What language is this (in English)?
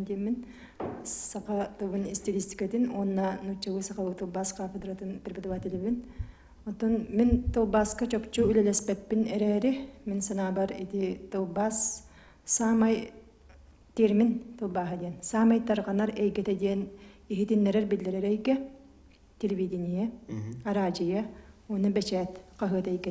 Yakut